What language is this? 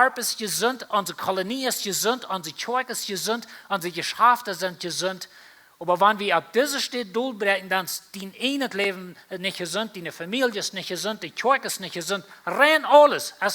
Plautdietsch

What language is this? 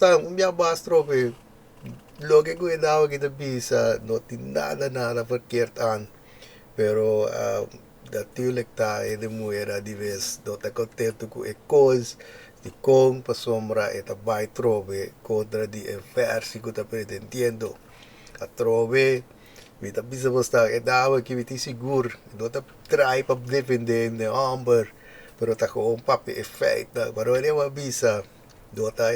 Papiamento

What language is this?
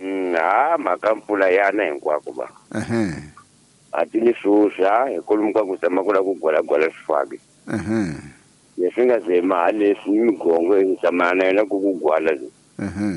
Tsonga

